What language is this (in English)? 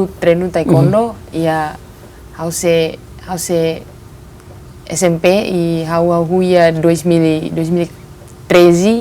Tetum